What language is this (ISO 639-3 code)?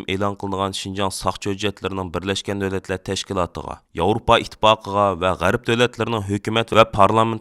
uig